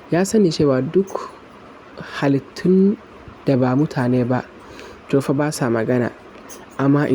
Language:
Hausa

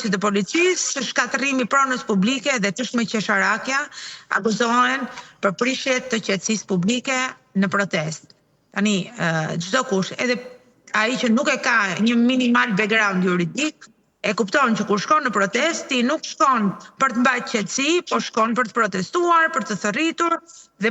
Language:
Albanian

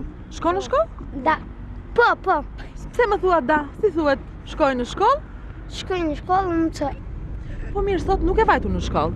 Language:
Albanian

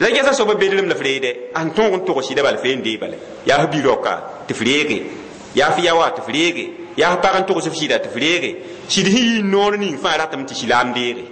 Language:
Mossi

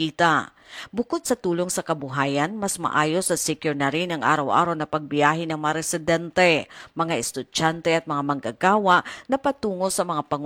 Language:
Filipino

